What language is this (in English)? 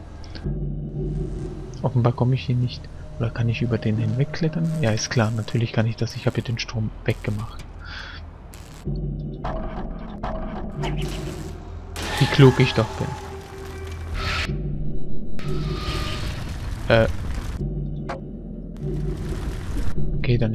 German